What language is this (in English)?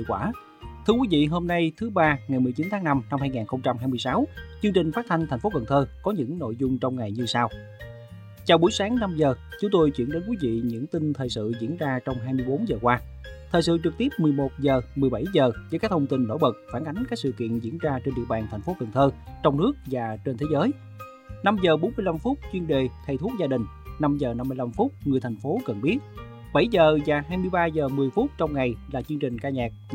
Vietnamese